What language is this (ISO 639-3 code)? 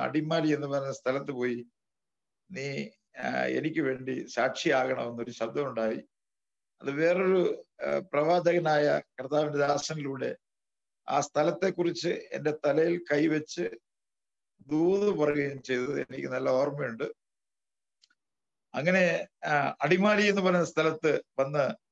mal